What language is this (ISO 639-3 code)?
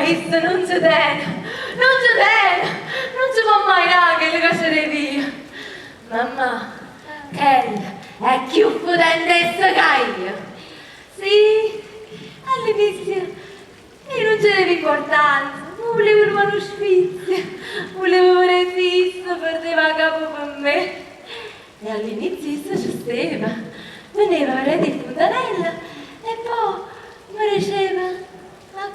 nap